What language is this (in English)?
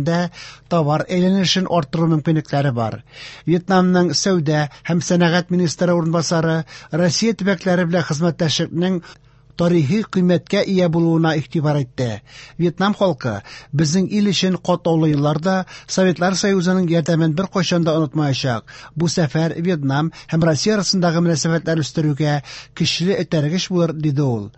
Tatar